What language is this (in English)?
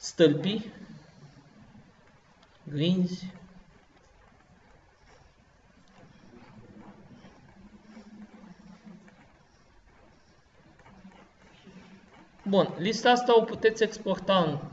Romanian